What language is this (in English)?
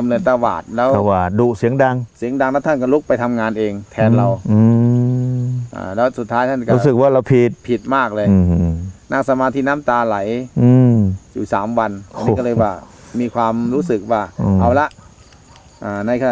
Thai